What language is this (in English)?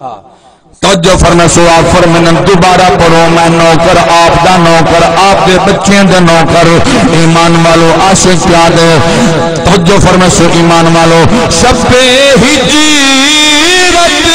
Saraiki